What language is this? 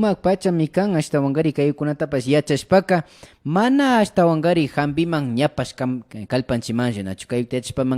Imbabura Highland Quichua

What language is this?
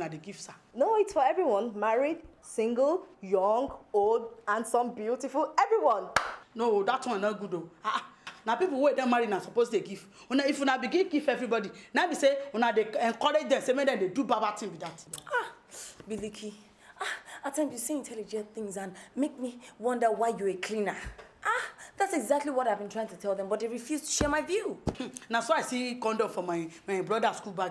Nigerian Pidgin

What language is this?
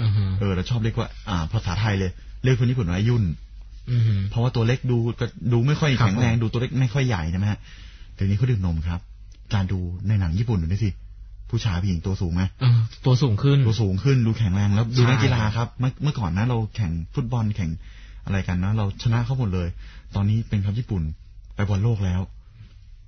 Thai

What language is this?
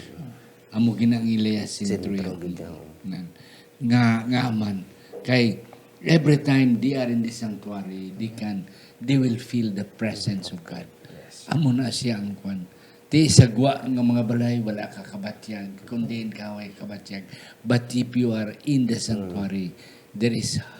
Hiligaynon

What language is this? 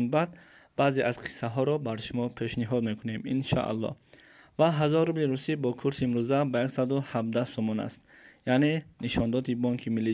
Tajik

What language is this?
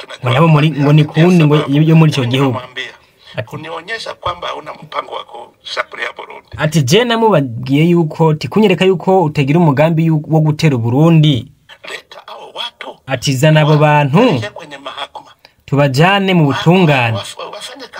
Rundi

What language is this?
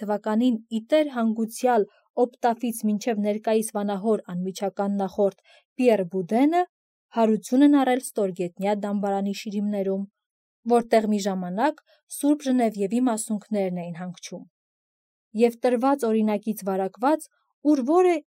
Armenian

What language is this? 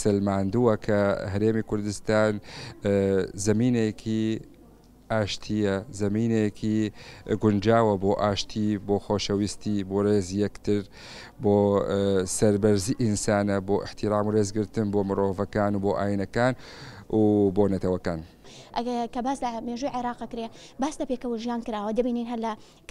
Central Kurdish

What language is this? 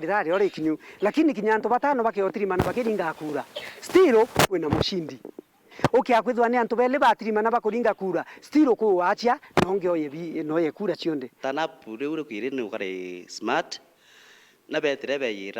Meru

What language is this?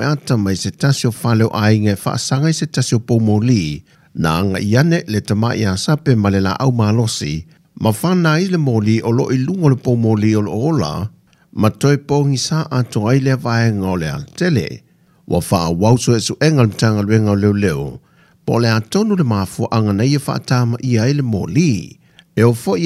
Samoan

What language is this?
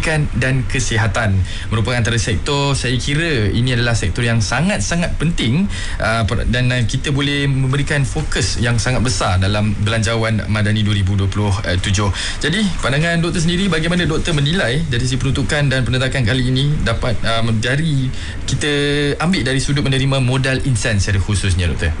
Malay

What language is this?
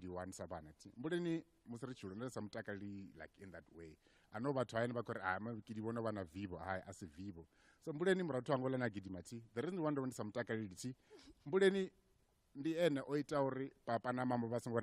Venda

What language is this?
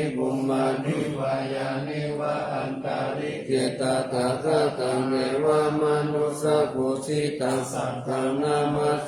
Pali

